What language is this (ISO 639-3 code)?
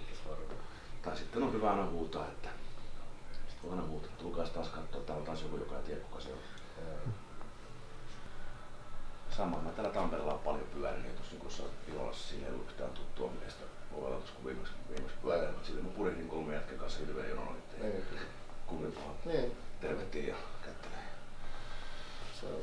fin